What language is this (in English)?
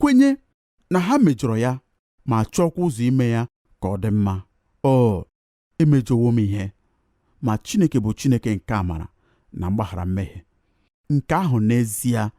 Igbo